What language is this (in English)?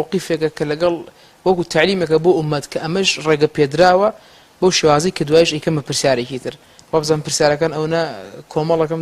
Central Kurdish